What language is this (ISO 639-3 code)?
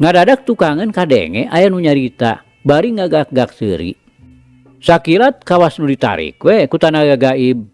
sun